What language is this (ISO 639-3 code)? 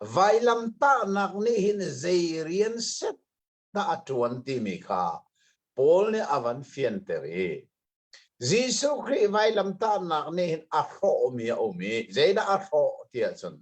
cnh